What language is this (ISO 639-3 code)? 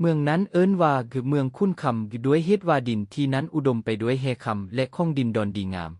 lao